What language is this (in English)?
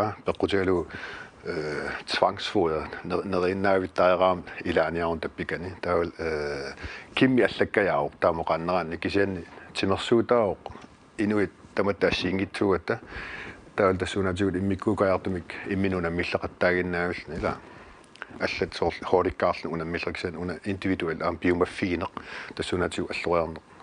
Kalaallisut